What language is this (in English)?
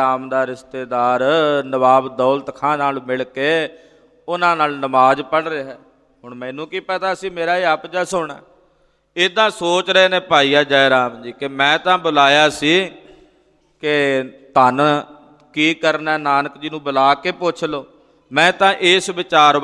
Punjabi